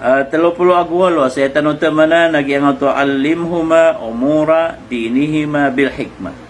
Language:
Maranao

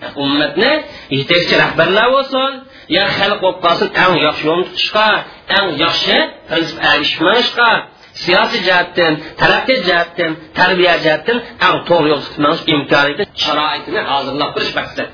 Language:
Uyghur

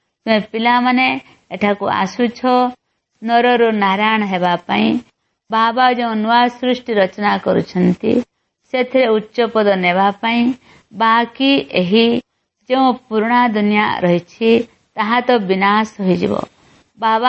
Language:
Odia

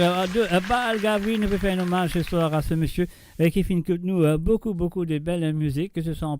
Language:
Morisyen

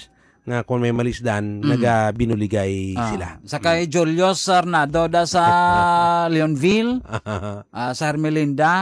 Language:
Hiligaynon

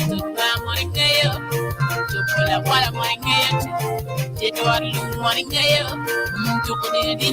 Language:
Acoli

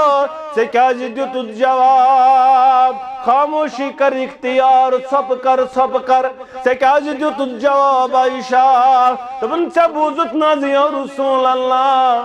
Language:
Kashmiri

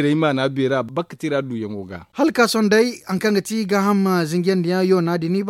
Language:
Zarma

